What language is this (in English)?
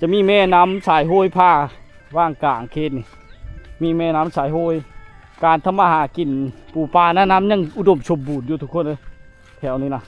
Lao